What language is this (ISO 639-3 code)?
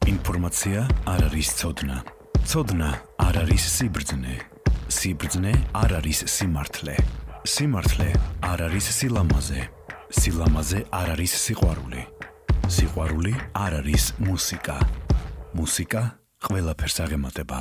kat